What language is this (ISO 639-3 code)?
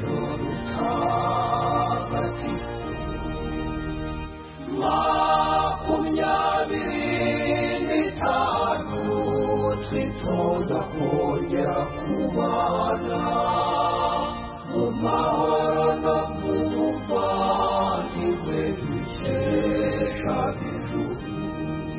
kin